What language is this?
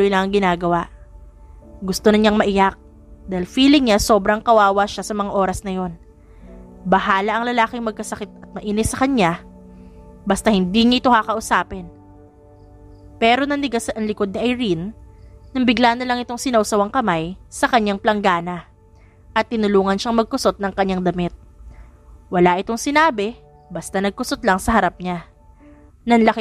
Filipino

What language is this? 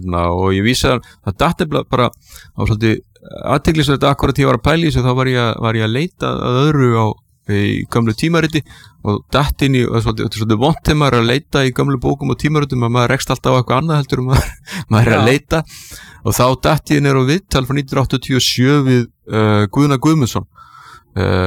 Icelandic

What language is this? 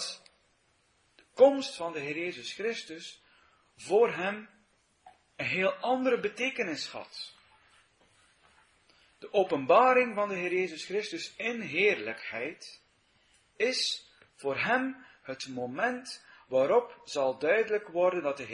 Dutch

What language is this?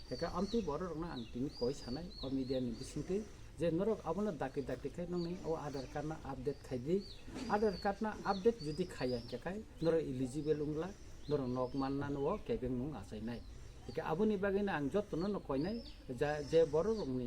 Kok Borok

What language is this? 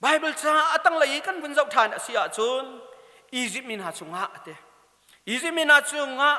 Hakha Chin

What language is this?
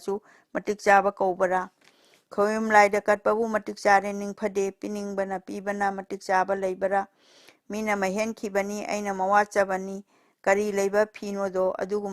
Manipuri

